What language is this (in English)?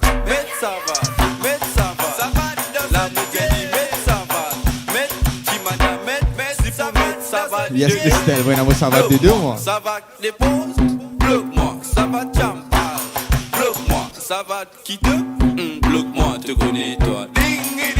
Morisyen